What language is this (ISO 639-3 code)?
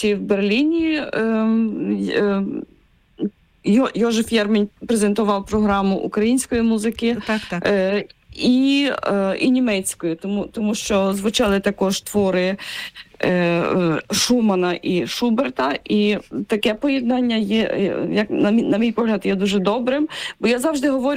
ukr